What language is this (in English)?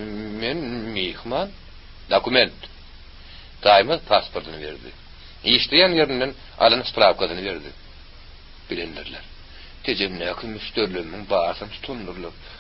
Turkmen